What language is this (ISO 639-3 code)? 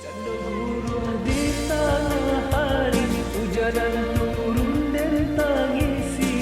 min